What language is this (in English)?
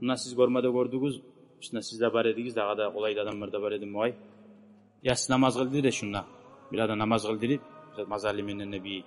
Kumyk